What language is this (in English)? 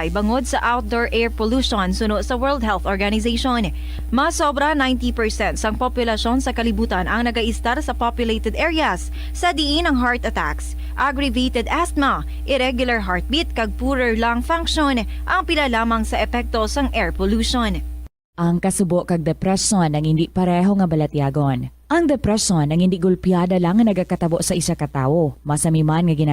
Hiligaynon